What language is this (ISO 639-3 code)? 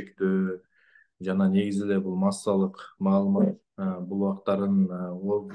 kir